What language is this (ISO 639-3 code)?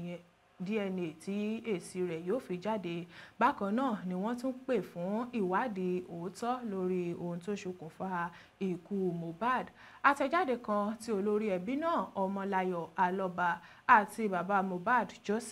yor